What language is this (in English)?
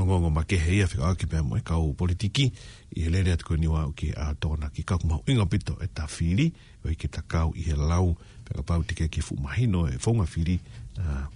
Tongan